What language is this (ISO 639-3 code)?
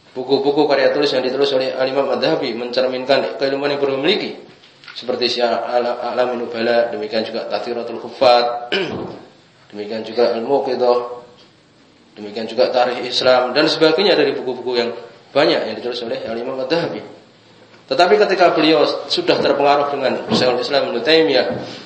ind